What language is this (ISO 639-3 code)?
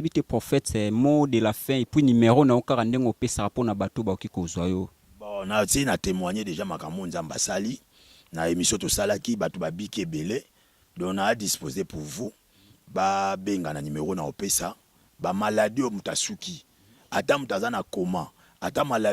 lin